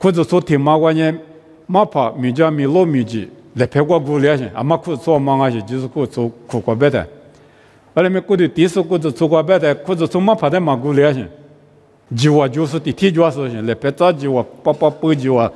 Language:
Lisu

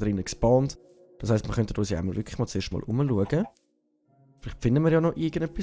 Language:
Swiss German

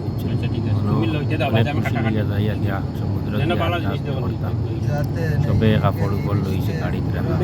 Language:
Sylheti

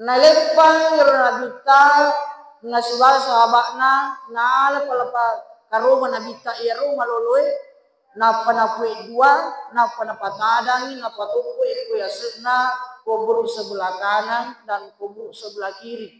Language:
Buginese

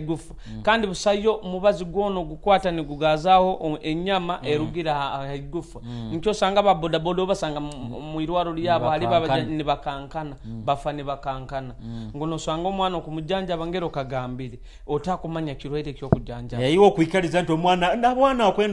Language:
Nyoro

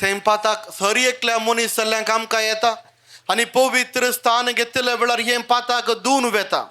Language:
Konkani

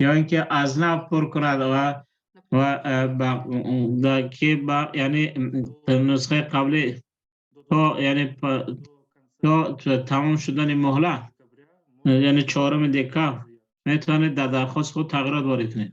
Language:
Tajik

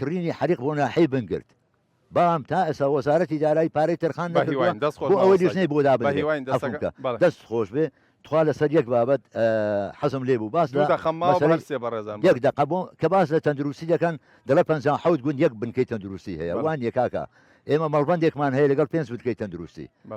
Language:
Central Kurdish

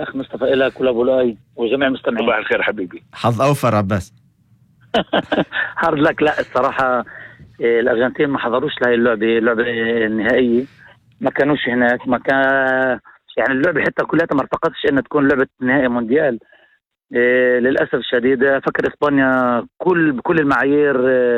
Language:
North Levantine Arabic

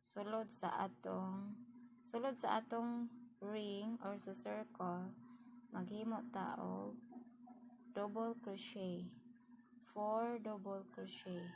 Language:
Cebuano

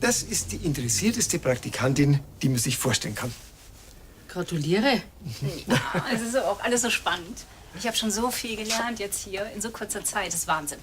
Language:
Bavarian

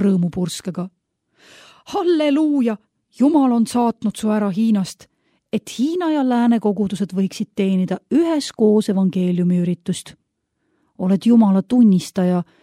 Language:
Estonian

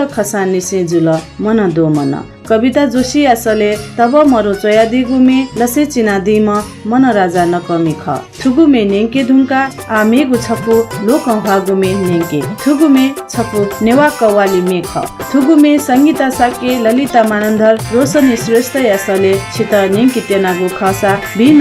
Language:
Newari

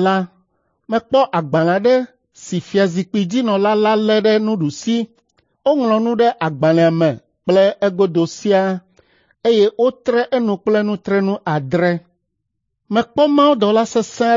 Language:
Ewe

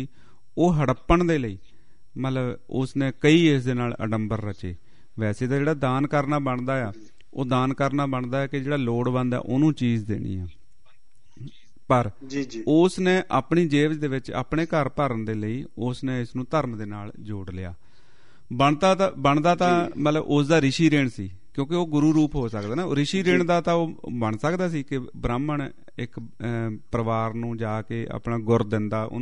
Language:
Punjabi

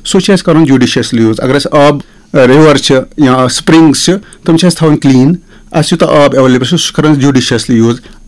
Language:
Kashmiri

